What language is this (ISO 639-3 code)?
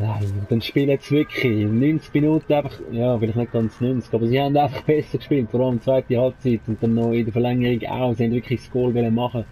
gsw